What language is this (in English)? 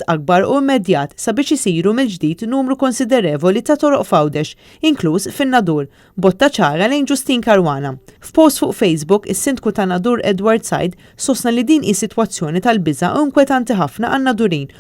Maltese